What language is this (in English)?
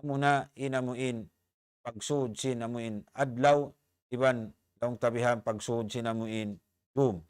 Tausug